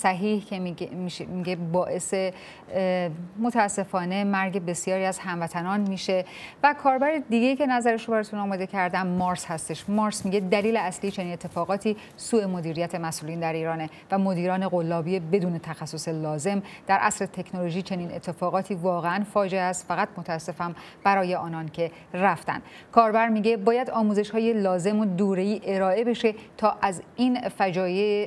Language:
Persian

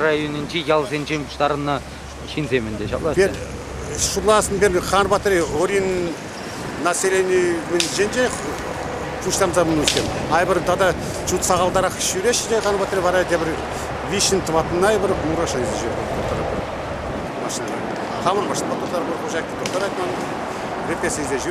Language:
Chuvash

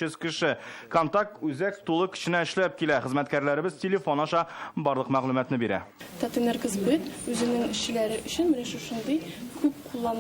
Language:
Tatar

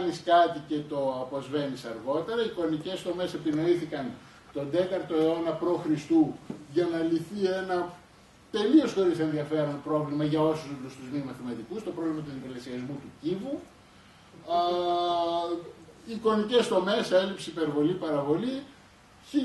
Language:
Greek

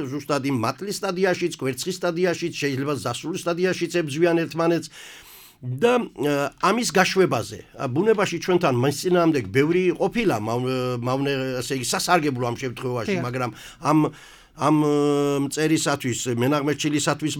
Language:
Georgian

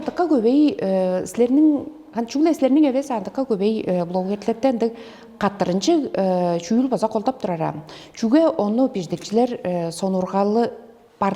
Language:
Tuvinian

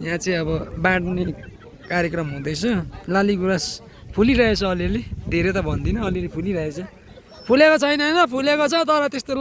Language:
Nepali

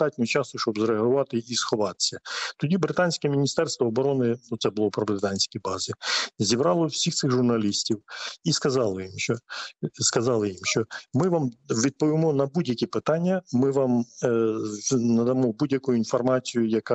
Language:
Ukrainian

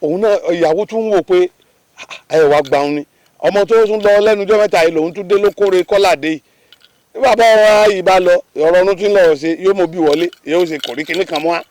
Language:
Yoruba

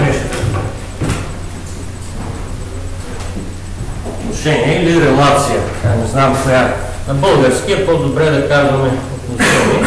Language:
Bulgarian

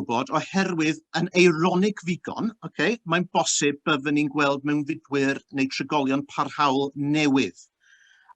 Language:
Welsh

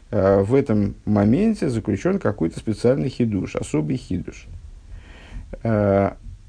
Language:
Russian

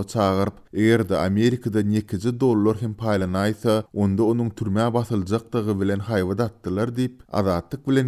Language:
Turkmen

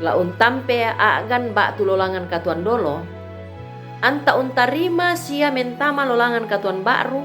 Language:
Toraja-Sa'dan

